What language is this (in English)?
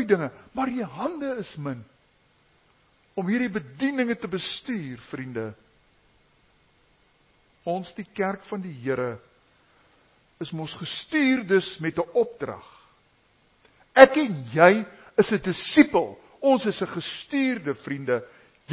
Afrikaans